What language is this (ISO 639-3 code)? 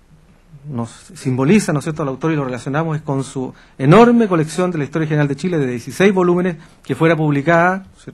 spa